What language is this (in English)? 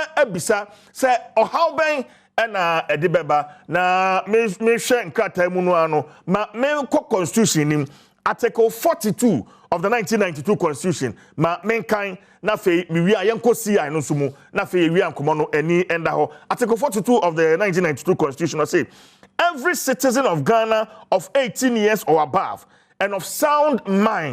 Akan